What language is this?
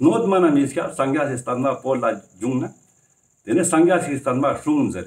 Ladakhi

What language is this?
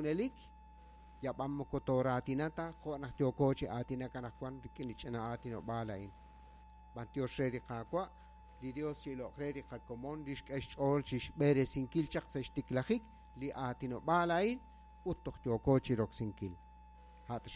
Kekchí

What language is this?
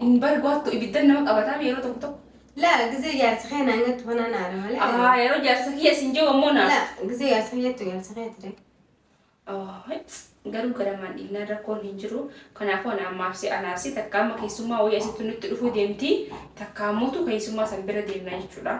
Oromo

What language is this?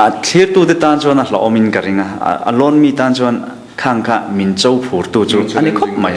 Mizo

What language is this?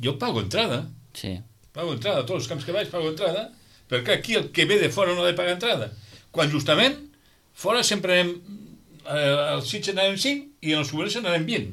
Catalan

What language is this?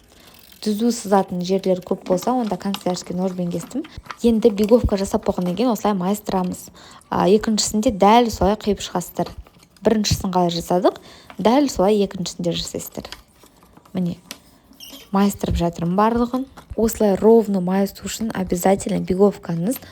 Kazakh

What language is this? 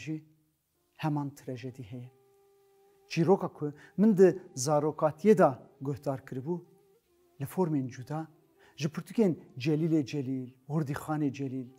Kurdish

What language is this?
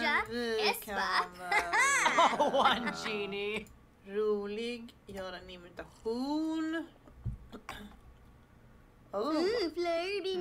Swedish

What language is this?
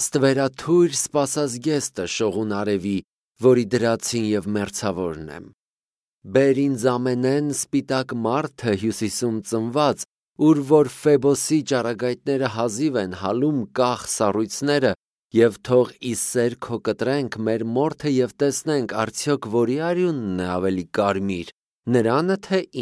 Armenian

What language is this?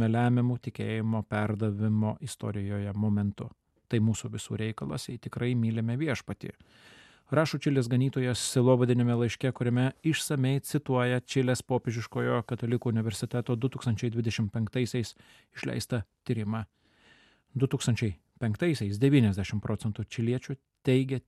Lithuanian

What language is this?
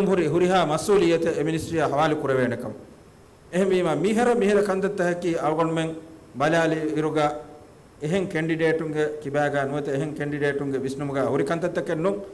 Divehi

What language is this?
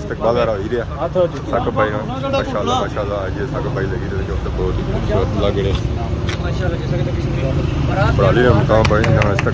Pahari-Potwari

